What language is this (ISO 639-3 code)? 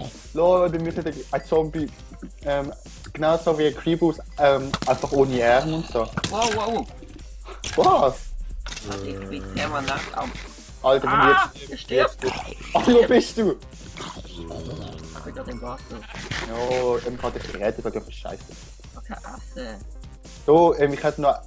gsw